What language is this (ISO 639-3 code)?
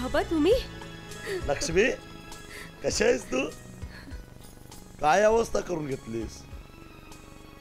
mar